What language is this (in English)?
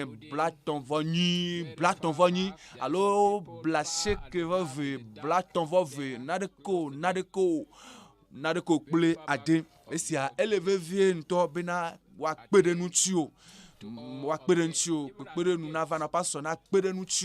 Ewe